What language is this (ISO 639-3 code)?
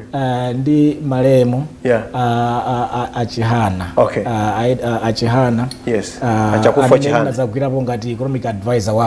nya